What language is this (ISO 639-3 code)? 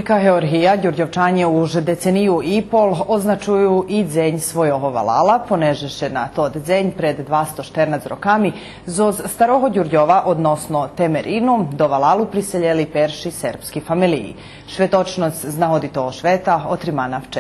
rue